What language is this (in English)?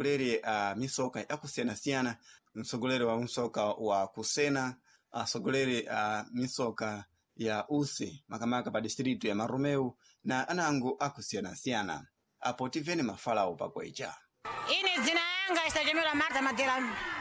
Sena